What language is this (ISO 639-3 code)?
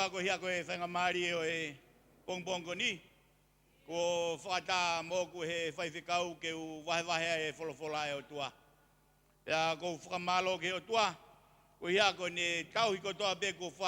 ton